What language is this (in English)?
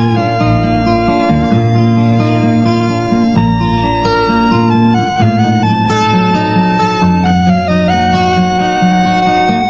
Turkish